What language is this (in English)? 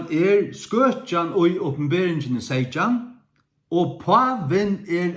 Faroese